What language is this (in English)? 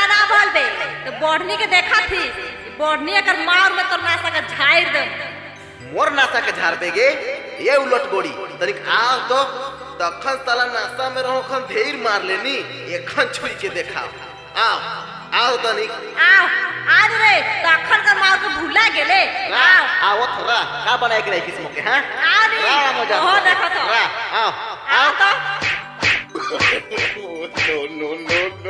Sadri